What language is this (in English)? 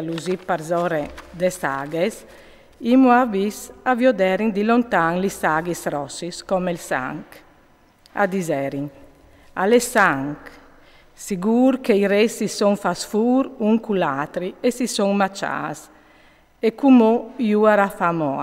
Friulian